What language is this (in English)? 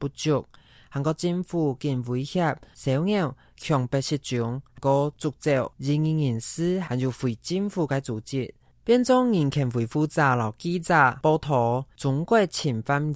Hakka Chinese